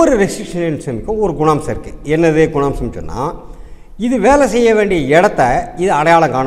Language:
Tamil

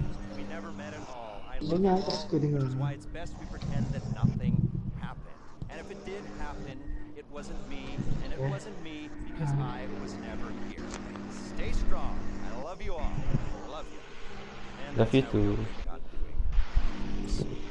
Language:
Malay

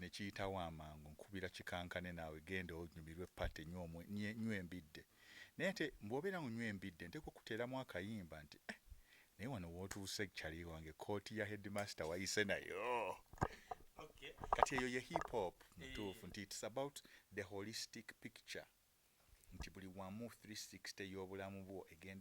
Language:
Ganda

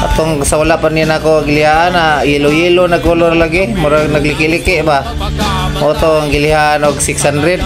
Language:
Cebuano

